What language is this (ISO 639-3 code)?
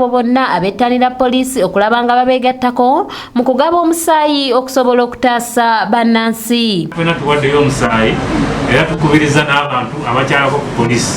lug